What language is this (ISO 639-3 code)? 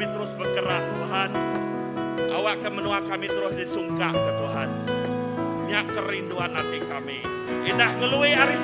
iba